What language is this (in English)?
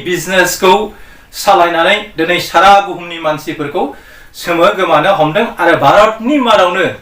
Bodo